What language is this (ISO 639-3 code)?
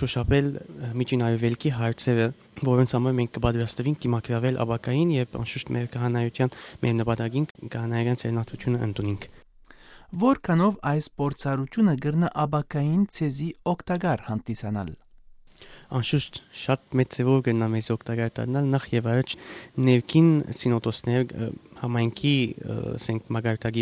hye